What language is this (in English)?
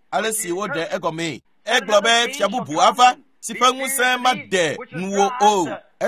Ewe